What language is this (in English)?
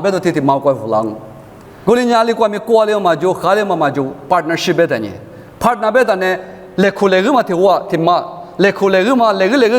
Lisu